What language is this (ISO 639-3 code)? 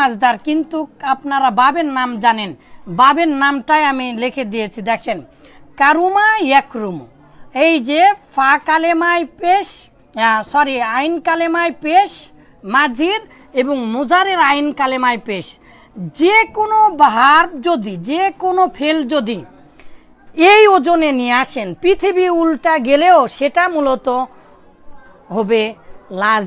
ben